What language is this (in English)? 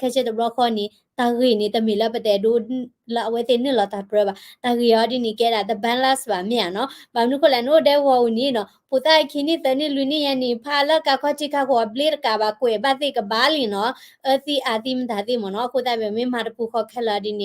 S'gaw Karen